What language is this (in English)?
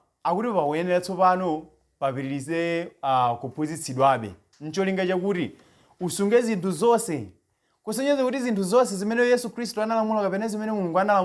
Nyanja